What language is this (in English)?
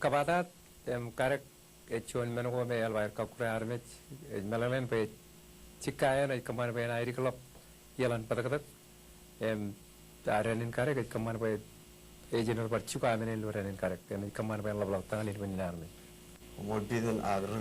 Marshallese